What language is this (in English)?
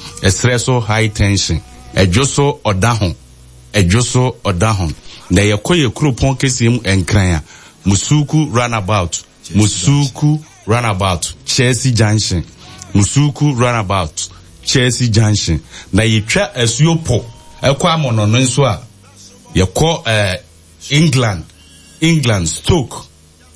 Akan